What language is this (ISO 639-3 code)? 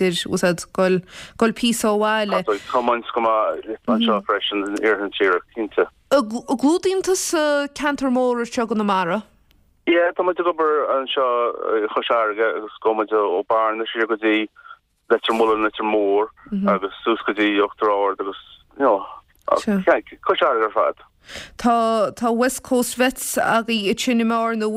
gle